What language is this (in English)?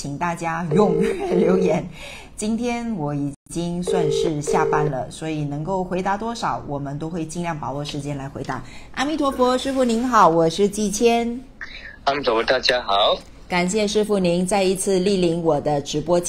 Chinese